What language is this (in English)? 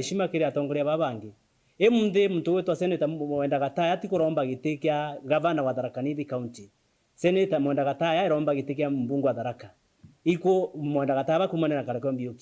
Meru